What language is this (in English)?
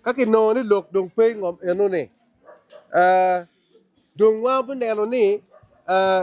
Acoli